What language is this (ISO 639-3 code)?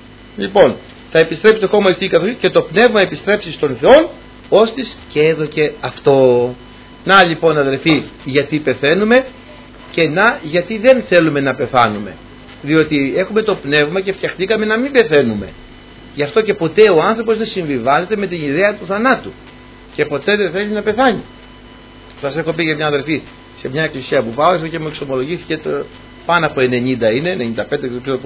ell